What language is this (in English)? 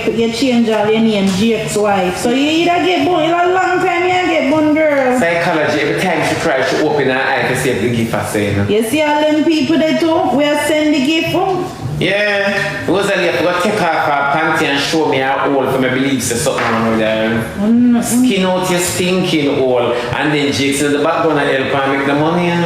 Jamaican Creole English